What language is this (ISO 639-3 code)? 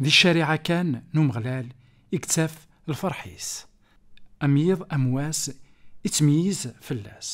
kab